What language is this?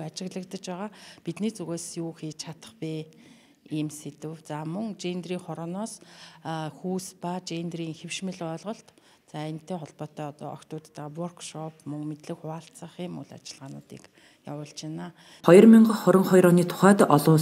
Mongolian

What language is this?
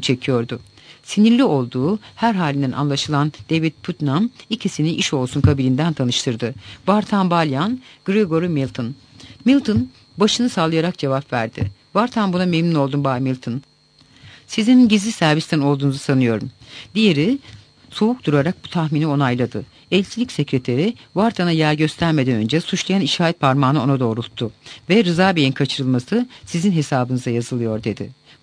Turkish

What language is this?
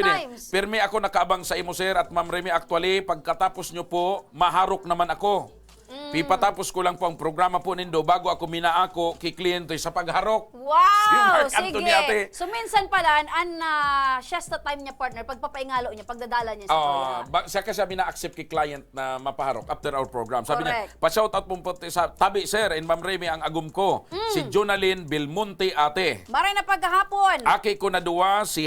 Bikol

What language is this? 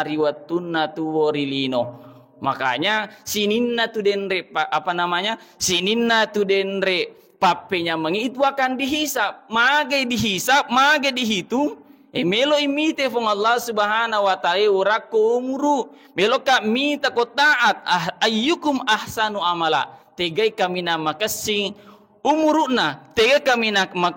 Buginese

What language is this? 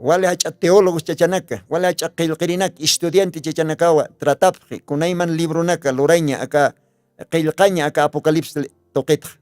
Aymara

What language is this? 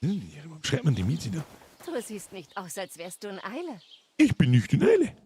Bavarian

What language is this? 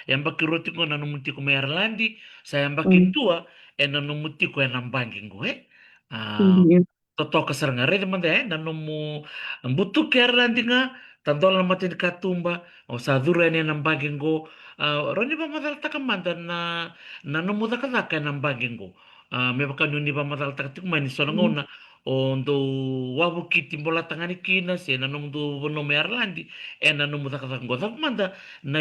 Fijian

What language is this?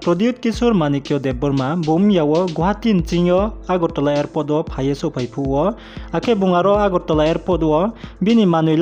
Riang (India)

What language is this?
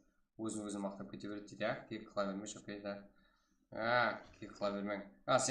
Kara-Kalpak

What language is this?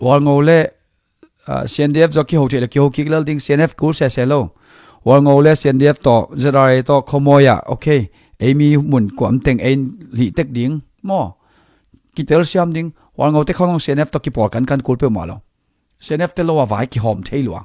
Tedim Chin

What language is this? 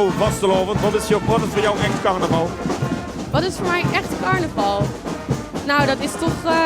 Limburgish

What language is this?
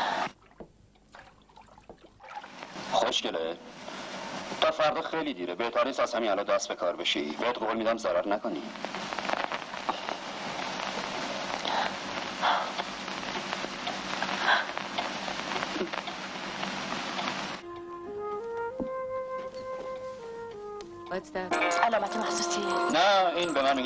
Persian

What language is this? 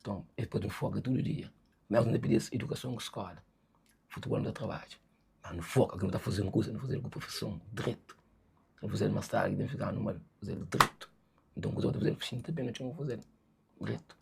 Kabuverdianu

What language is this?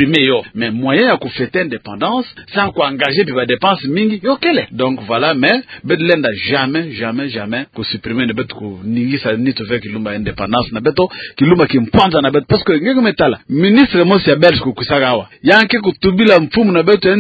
Kituba (Democratic Republic of Congo)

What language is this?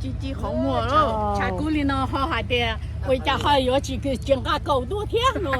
Hmong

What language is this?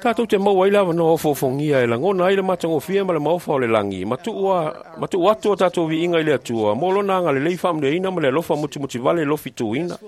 Samoan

